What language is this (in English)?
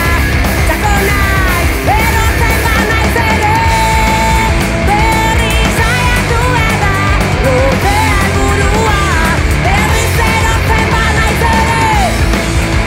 Basque